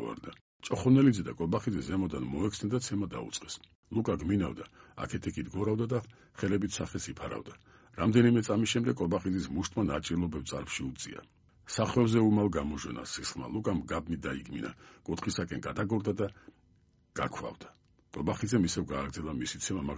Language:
Georgian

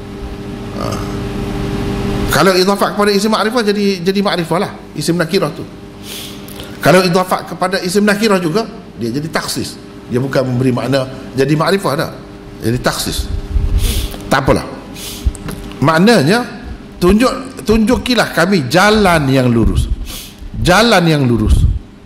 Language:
Malay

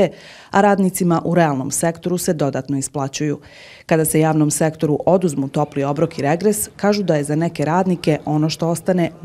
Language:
Croatian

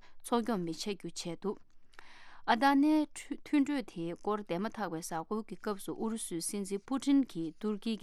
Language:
Tibetan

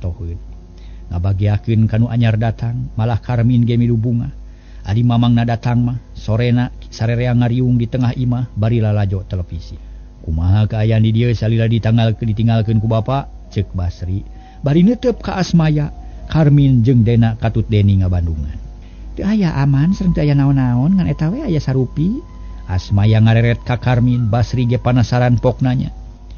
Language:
Sundanese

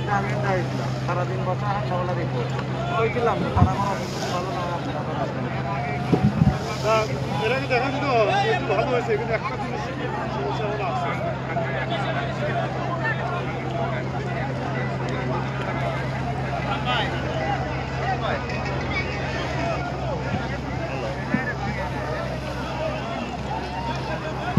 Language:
Bangla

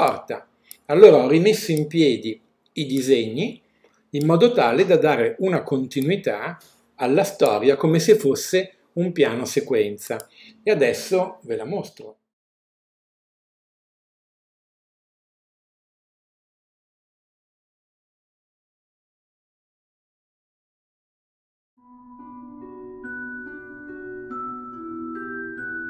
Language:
Italian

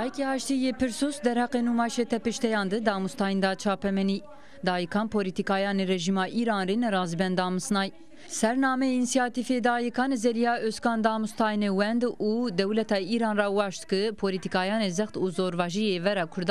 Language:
Zaza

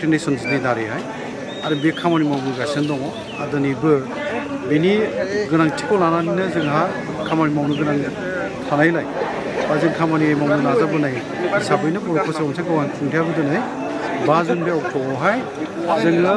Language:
Bodo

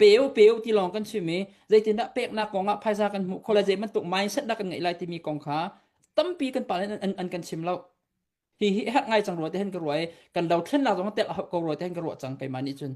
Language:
Hakha Chin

